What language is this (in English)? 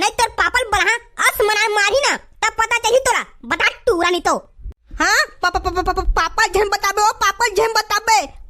Chhattisgarhi